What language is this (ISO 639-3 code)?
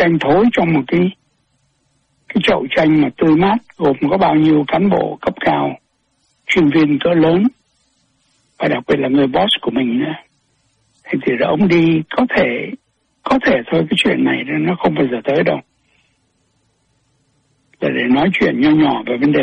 vie